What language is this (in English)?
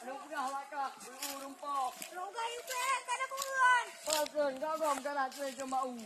Achinese